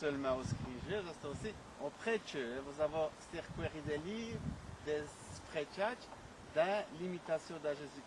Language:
Walloon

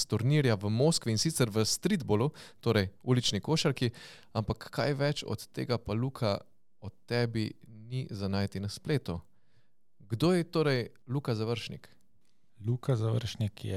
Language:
Slovenian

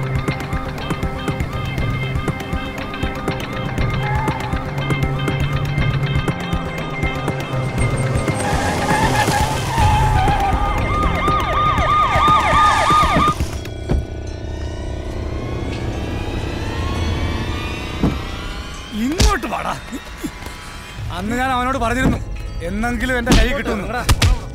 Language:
Malayalam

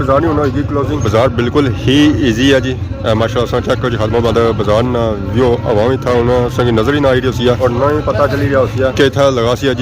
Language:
Pahari-Potwari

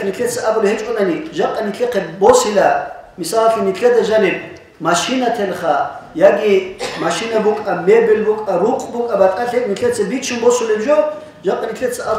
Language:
Avaric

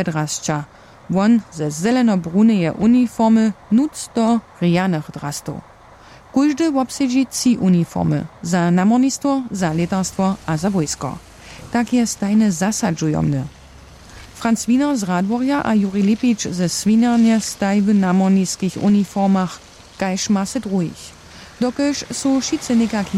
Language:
Upper Sorbian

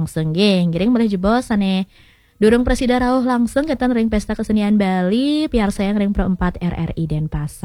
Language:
Balinese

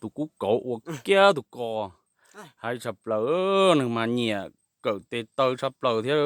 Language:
Hmong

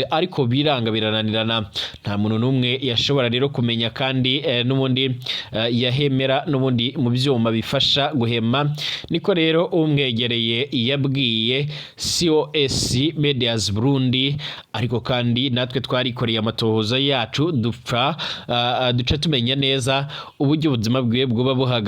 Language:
Rundi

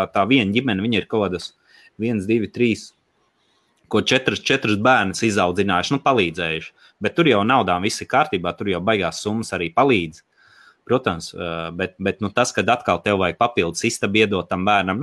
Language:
Latvian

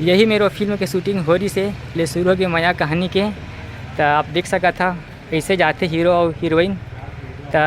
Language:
Chhattisgarhi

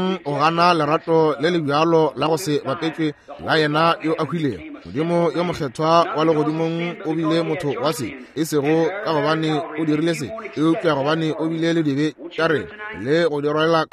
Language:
Northern Sotho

